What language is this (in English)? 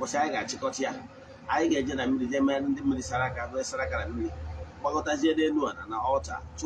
Igbo